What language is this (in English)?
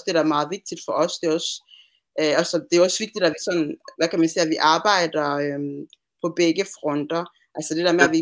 Danish